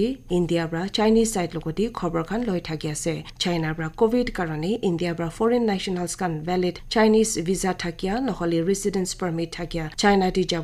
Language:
Naga Pidgin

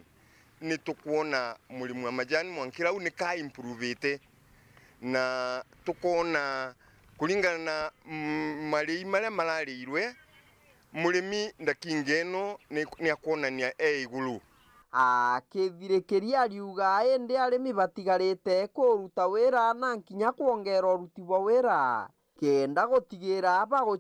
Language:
Meru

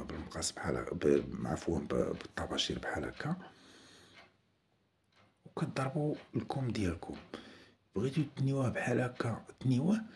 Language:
Moroccan Arabic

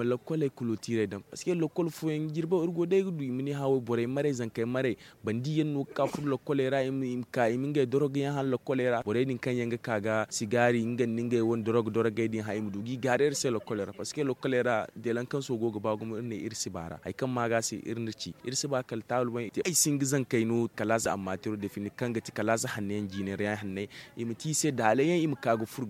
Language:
Zarma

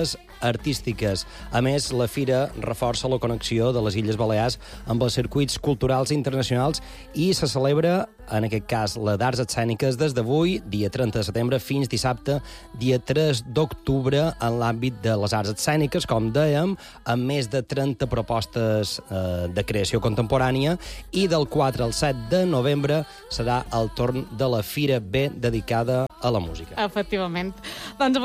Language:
Catalan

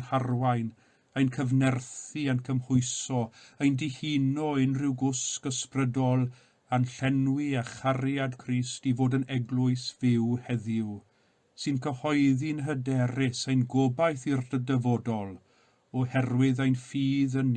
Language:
Welsh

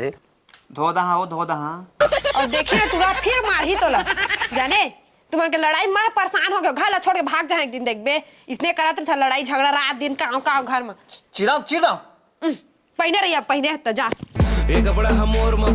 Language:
Chhattisgarhi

